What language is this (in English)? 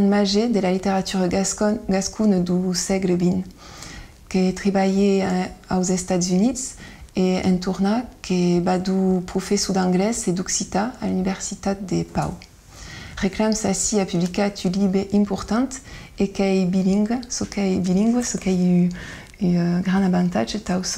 Occitan